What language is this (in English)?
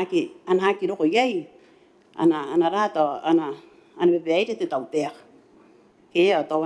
Gilbertese